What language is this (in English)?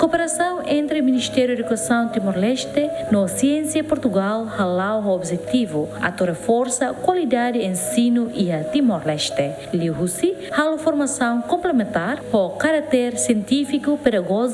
Tetum